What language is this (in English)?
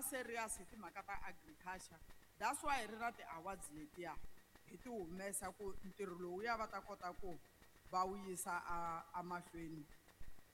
Tsonga